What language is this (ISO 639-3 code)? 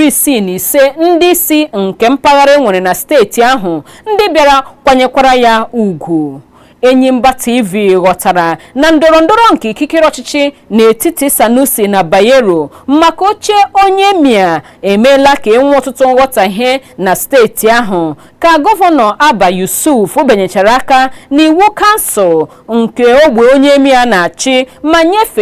ibo